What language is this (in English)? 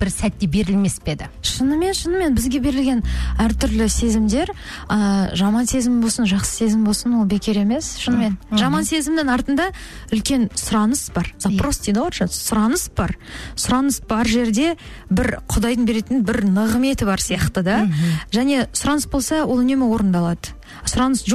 Kazakh